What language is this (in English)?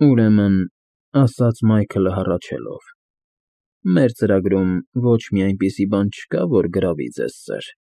Armenian